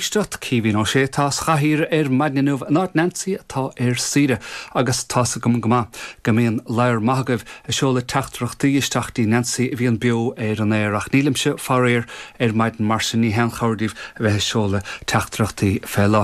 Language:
Irish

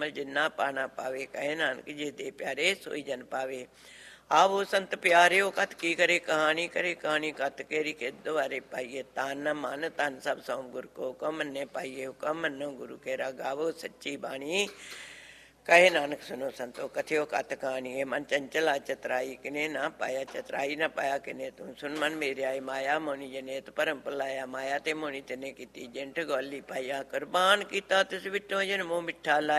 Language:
Punjabi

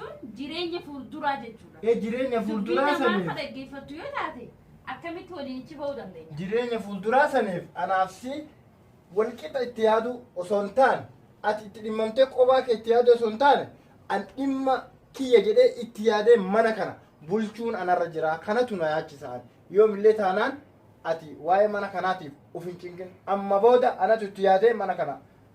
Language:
Oromo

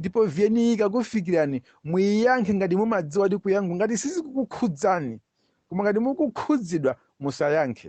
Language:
Nyanja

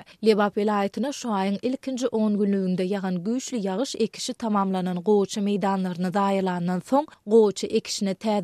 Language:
Turkmen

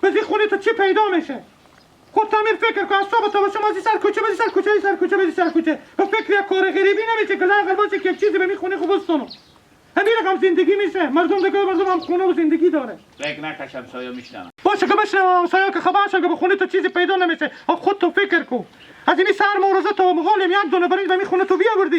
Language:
Hazaragi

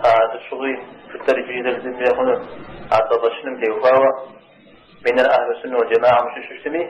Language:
Kabardian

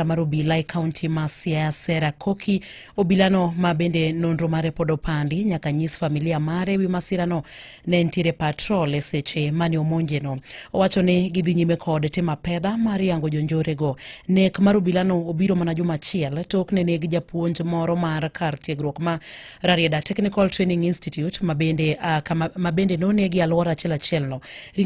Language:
Luo (Kenya and Tanzania)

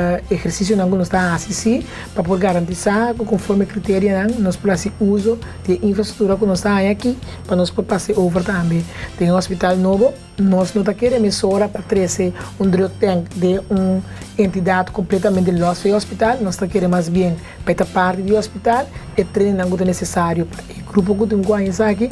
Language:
Papiamento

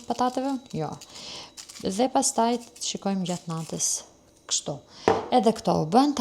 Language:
Albanian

